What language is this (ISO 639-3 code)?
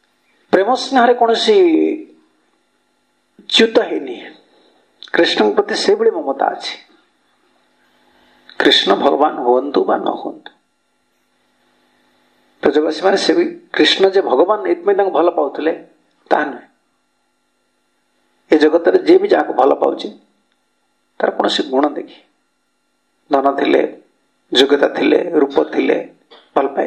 ori